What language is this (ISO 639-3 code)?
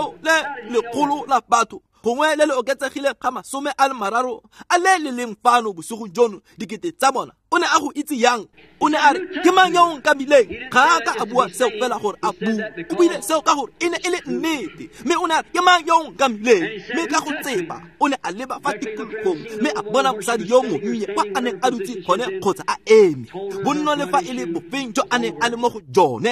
tsn